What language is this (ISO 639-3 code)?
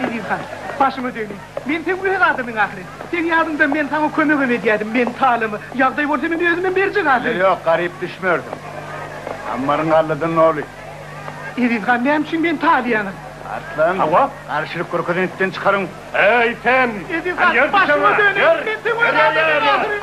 tuk